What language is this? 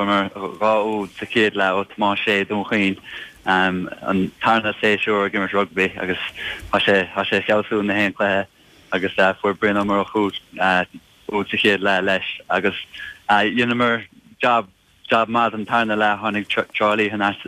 Irish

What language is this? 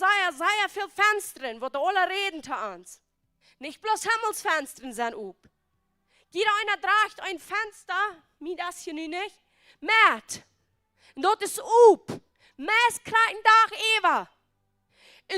Plautdietsch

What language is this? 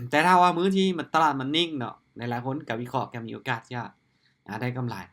Lao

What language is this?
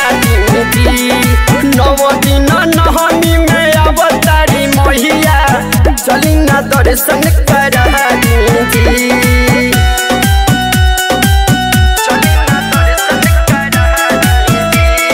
Bhojpuri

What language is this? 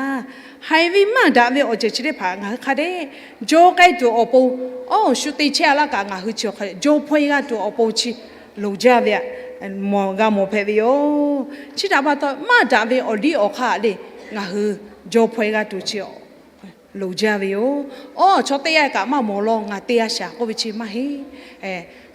Lahu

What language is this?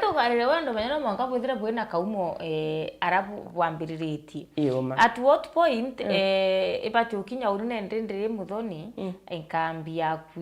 Meru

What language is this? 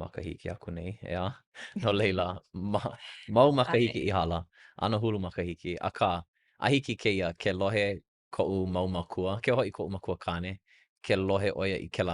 Hawaiian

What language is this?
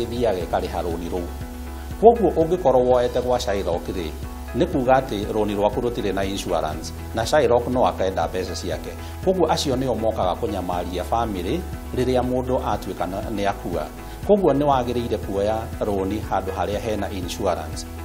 Kikuyu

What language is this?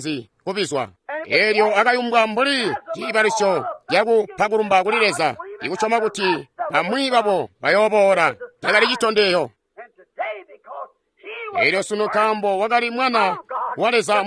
Tonga (Zambia)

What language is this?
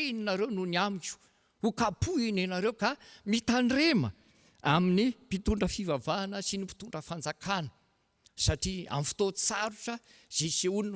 Malagasy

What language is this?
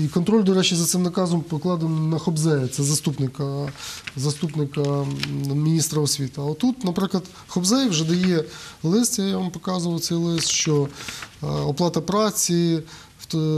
Ukrainian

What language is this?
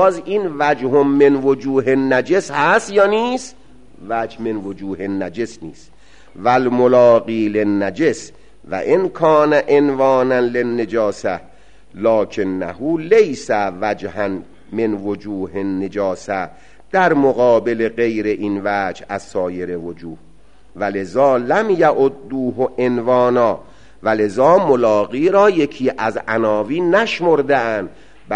Persian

